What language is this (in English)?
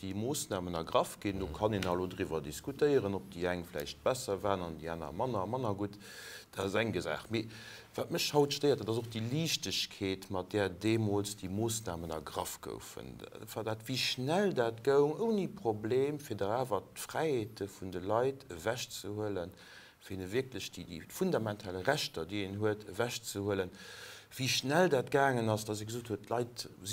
Luxembourgish